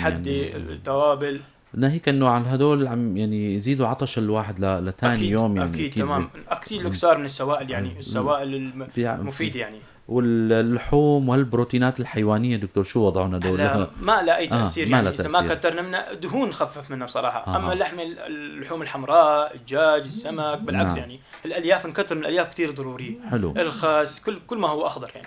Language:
North Levantine Arabic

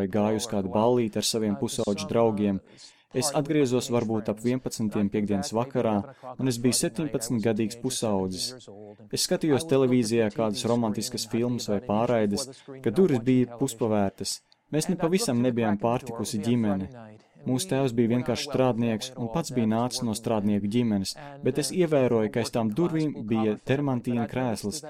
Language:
Latvian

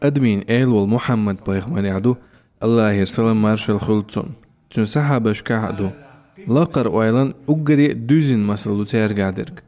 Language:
Chechen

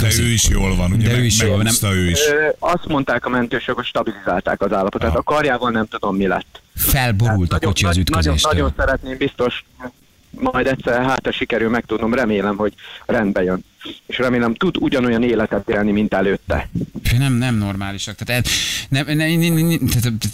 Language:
Hungarian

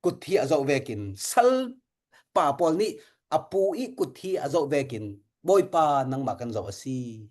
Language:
Falam Chin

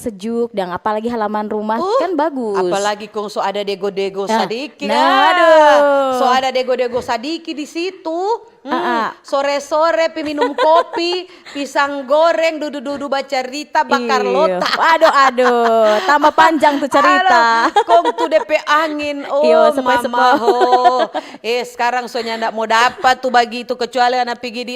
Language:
Manado Malay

